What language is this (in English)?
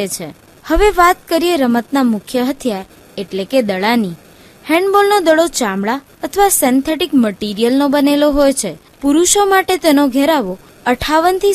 Gujarati